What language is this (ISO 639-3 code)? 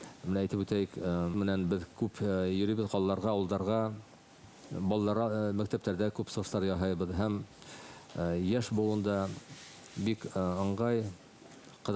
bak